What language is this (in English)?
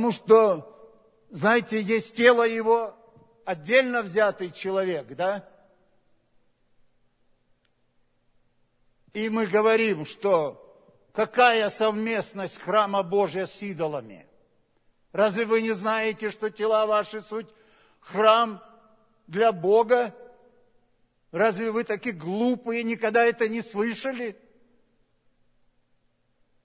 Russian